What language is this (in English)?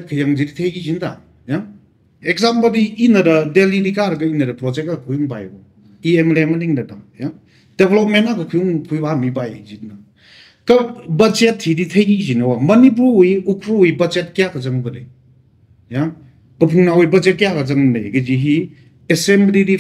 Tangkhul Naga (India)